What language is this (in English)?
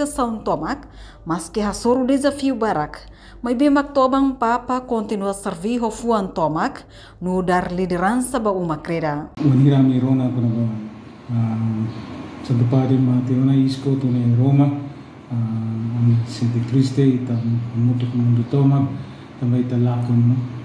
Tetum